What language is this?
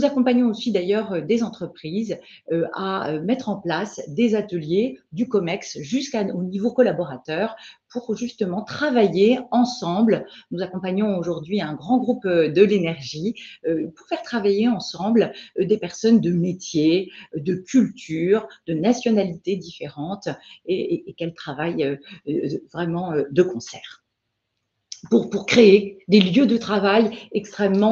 French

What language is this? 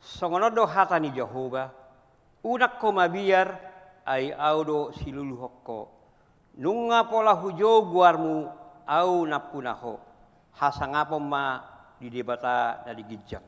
Batak Toba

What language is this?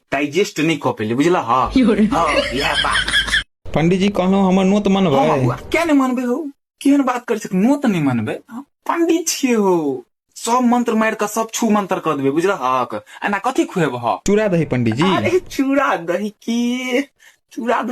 Maithili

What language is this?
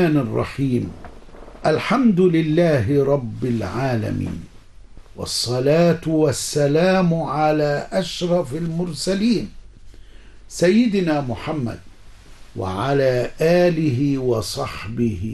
Arabic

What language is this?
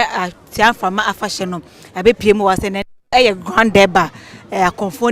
Akan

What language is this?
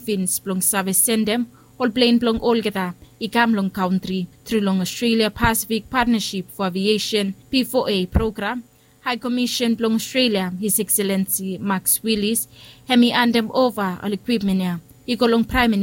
Bislama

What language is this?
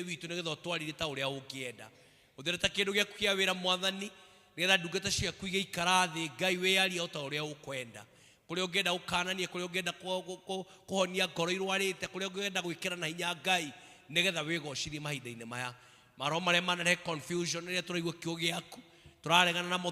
Kikuyu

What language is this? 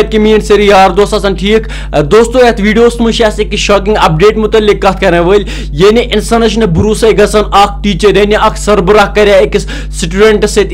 Kashmiri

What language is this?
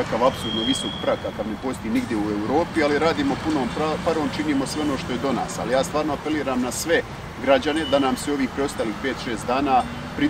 Croatian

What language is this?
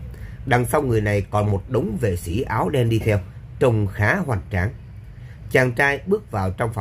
Vietnamese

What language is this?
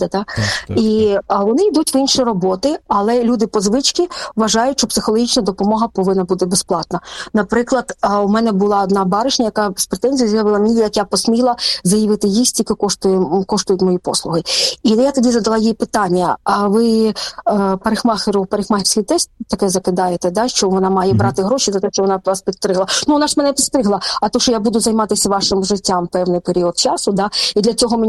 Ukrainian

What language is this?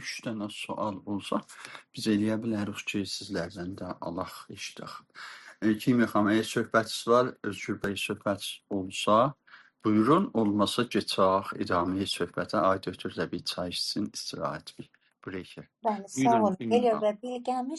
South Azerbaijani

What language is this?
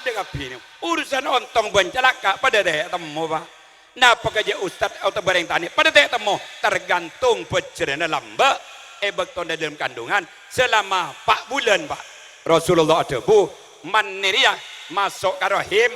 Madurese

